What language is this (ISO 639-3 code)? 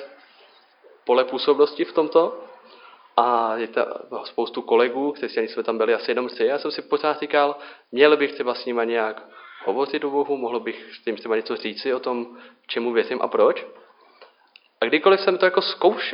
ces